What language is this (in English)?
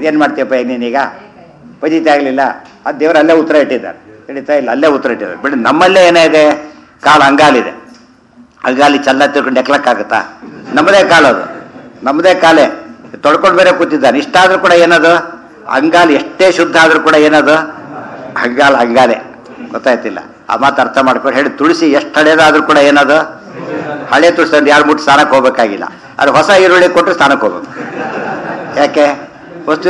Kannada